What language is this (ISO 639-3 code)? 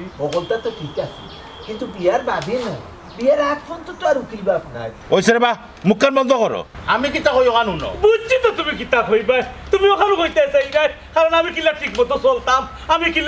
syl